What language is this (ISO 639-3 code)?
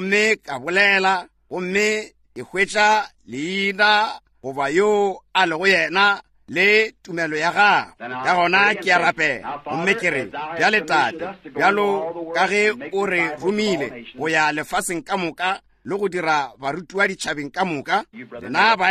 nso